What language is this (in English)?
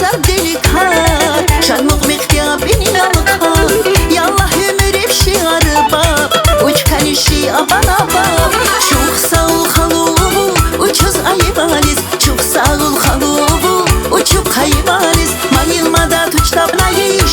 Tabassaran